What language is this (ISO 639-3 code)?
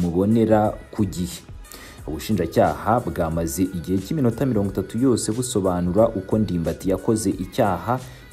kin